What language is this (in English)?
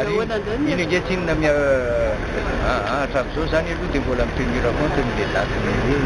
Malagasy